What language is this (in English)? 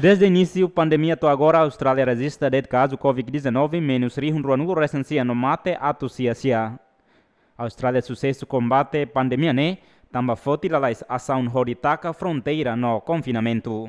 Tetum